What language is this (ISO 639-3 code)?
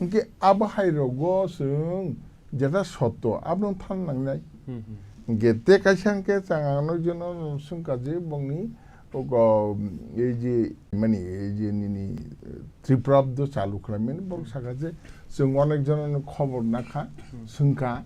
trp